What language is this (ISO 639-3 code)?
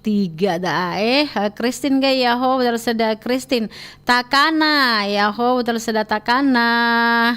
nia